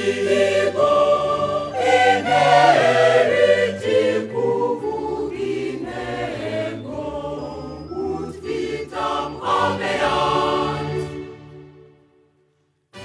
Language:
Kinyarwanda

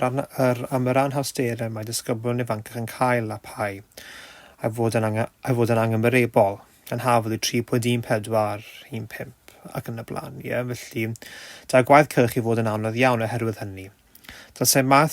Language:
Welsh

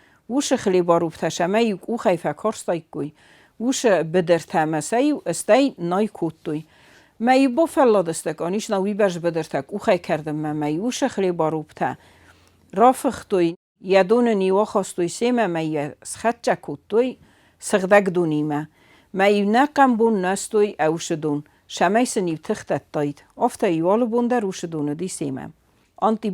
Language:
Ossetic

